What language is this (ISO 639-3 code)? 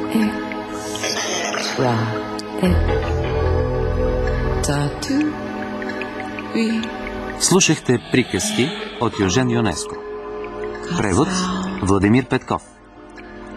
bul